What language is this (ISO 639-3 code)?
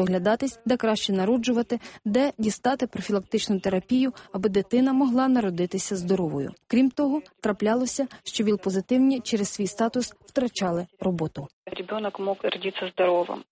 ukr